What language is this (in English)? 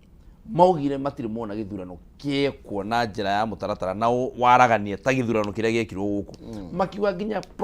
Kikuyu